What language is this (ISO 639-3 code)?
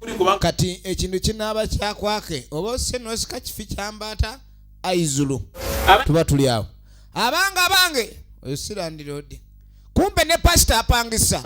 lug